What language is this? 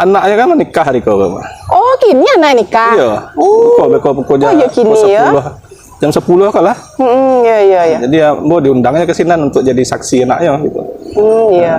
Minangkabau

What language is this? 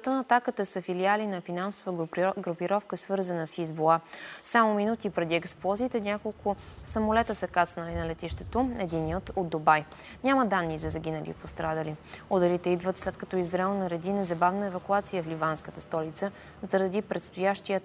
Bulgarian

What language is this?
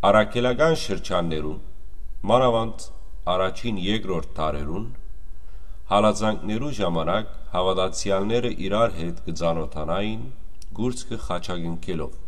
Western Armenian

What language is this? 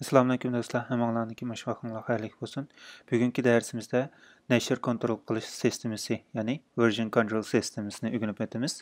Uyghur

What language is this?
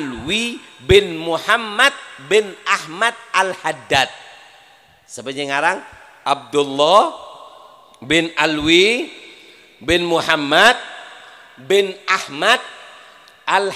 Madurese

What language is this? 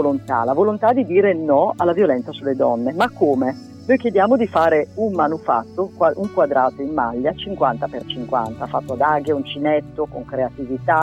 Italian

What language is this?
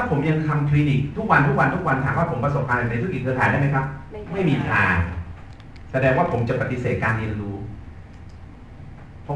Thai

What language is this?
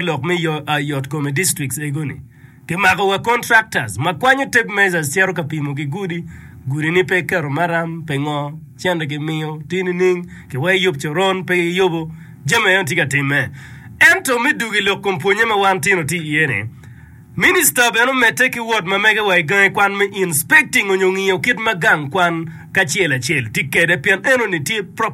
Acoli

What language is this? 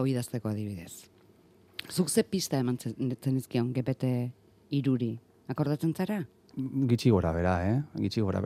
Basque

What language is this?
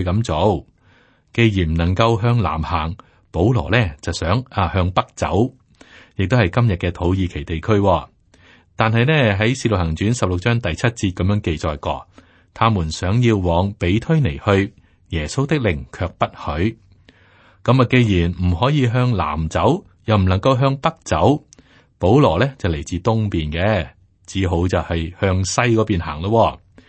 Cantonese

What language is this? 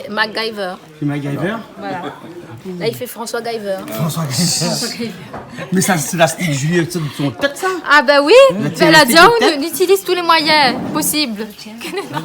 Réunion Creole French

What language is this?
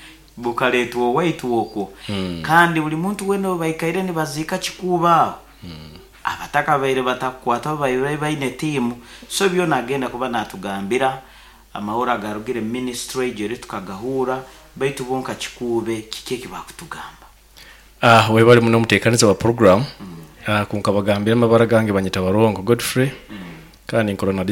Nyoro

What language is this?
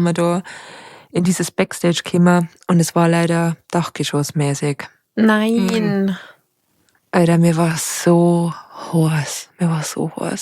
Bavarian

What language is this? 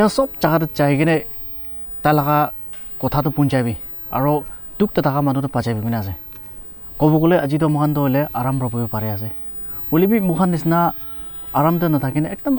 Naga Pidgin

